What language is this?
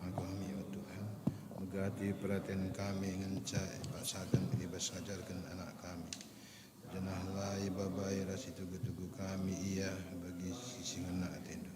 Batak Karo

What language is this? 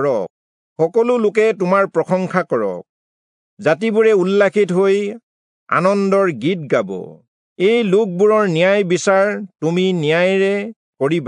Assamese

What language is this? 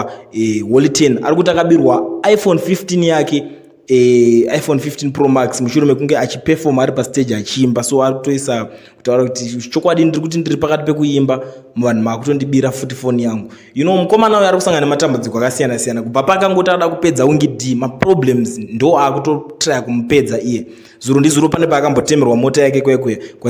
Shona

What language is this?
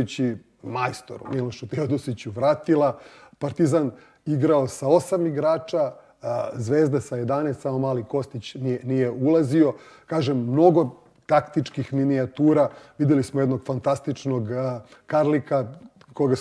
Serbian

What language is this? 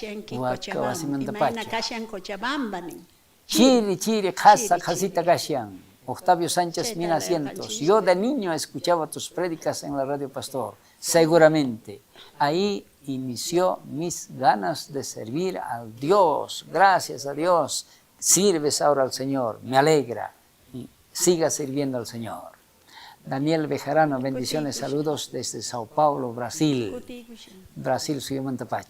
South Bolivian Quechua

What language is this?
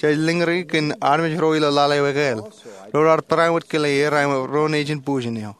Marshallese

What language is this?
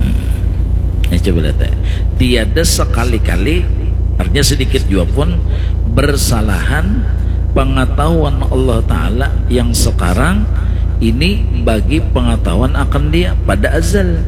Banjar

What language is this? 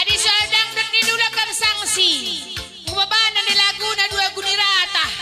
Batak Karo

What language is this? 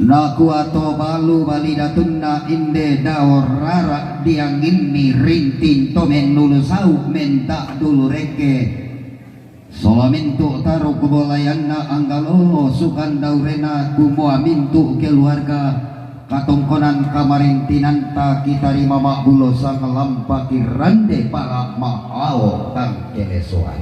Toraja-Sa'dan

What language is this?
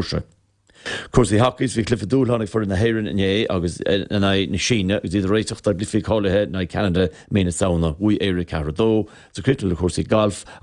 Irish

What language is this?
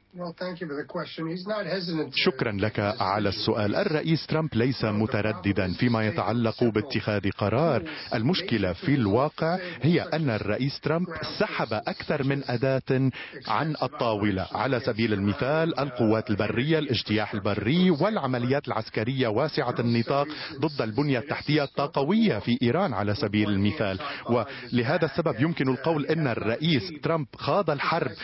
Arabic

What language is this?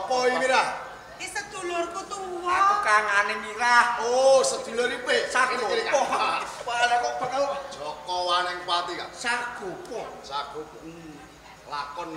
Javanese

